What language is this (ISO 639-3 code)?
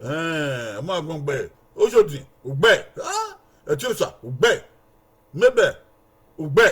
bin